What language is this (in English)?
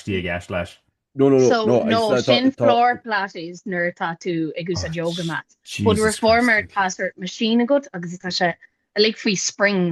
Irish